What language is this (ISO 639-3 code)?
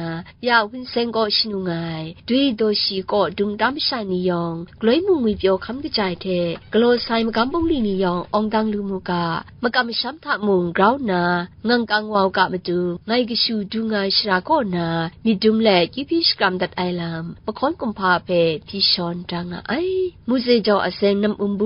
kac